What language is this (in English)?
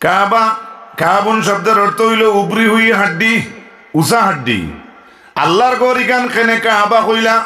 Sylheti